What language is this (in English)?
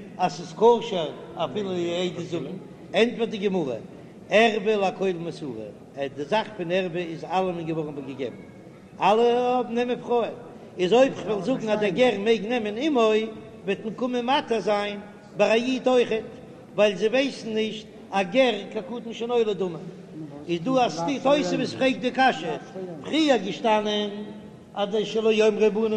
Yiddish